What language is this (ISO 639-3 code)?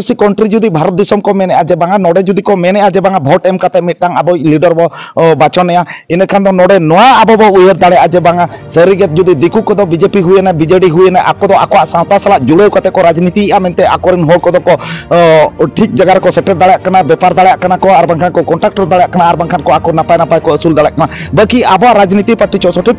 sat